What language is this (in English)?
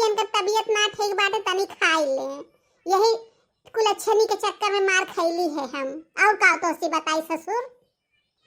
Bhojpuri